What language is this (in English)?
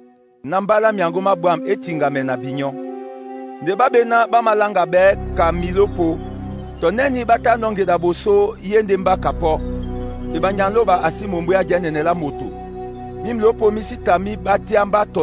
Duala